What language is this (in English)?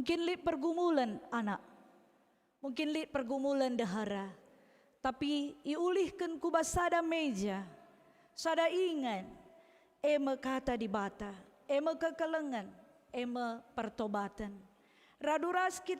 Batak Karo